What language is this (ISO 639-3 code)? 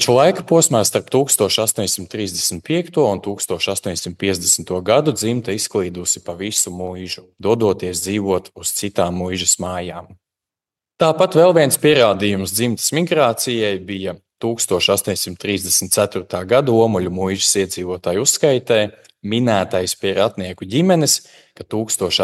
lav